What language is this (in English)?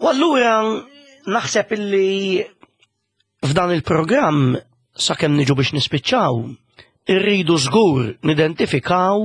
Maltese